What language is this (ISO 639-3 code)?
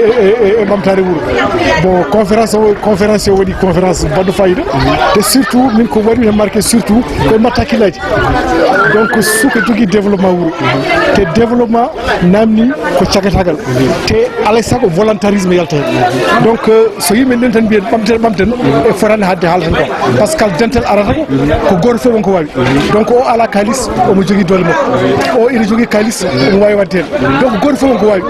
ful